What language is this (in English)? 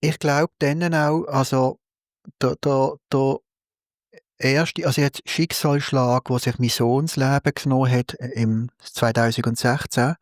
Swiss German